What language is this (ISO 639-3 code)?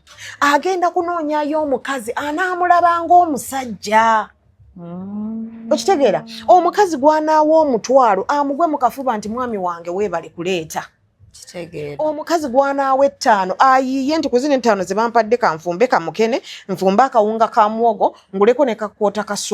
lug